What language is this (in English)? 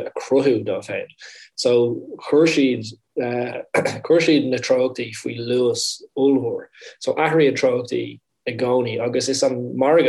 Irish